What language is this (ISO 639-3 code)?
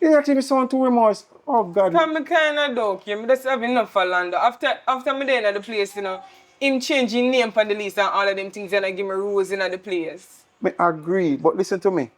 jam